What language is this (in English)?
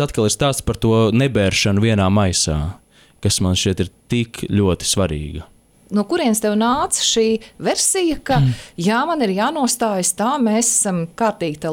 Latvian